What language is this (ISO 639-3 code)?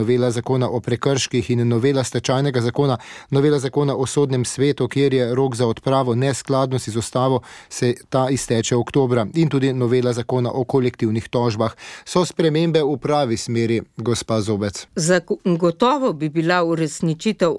slv